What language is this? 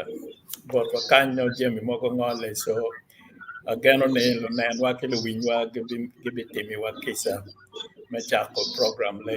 Acoli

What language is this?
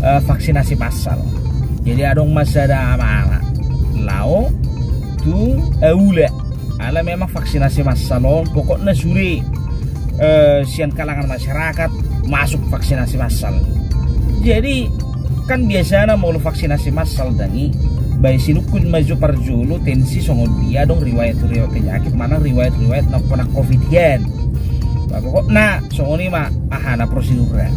Batak Toba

